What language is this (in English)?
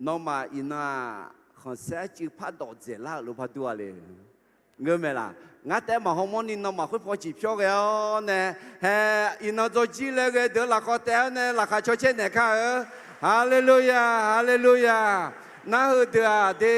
Akha